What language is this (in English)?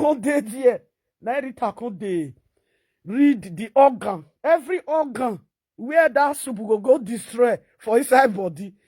Nigerian Pidgin